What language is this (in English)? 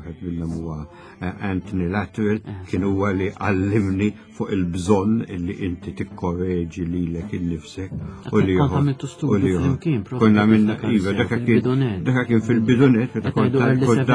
Maltese